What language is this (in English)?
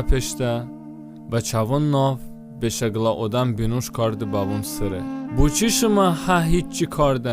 Talysh